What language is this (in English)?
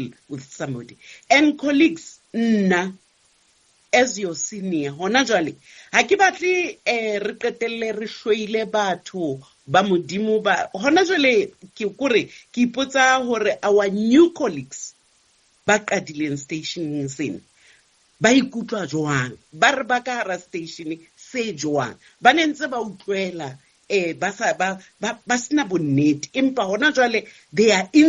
Southern Sotho